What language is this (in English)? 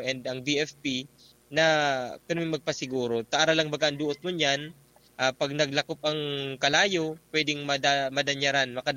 Bikol